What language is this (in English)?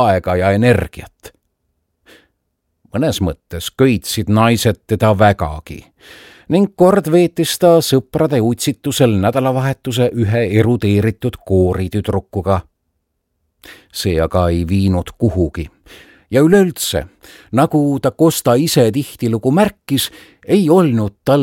Estonian